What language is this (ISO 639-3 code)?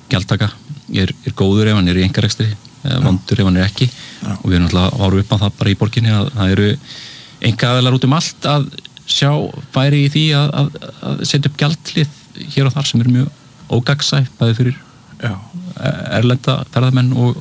isl